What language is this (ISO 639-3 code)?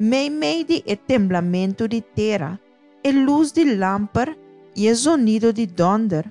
pap